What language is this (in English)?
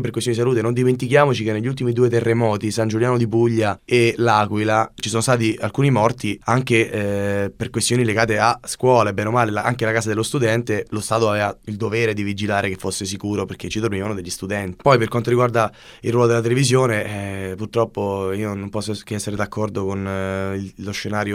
Italian